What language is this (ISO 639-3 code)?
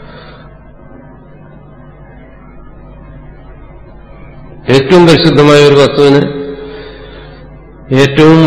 mal